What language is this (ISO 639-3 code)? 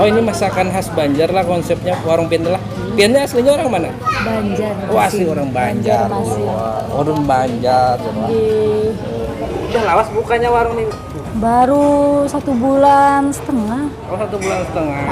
bjn